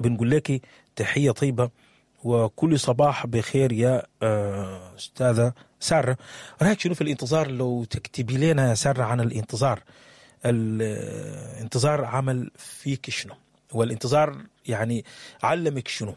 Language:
Sudanese Arabic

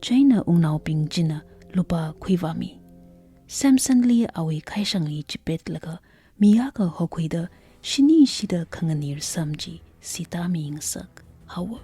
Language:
Tangkhul Naga (India)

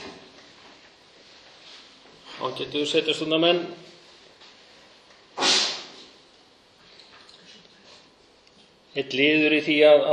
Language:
Icelandic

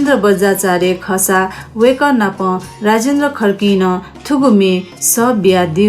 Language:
Newari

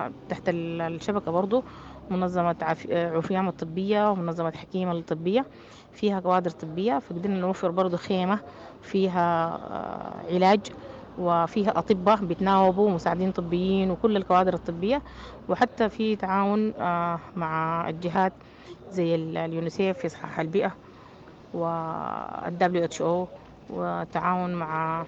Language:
Sudanese Arabic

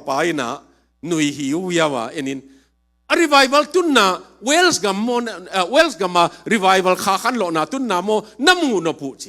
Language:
Tedim Chin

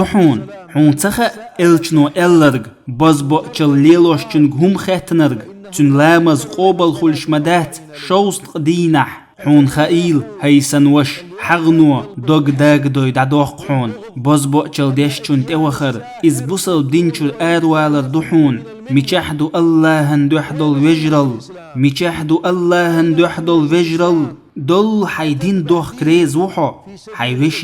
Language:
Chechen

